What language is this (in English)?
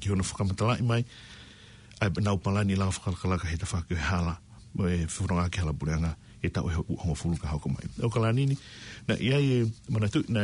Tongan